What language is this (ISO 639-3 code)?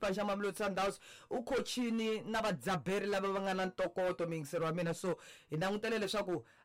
tso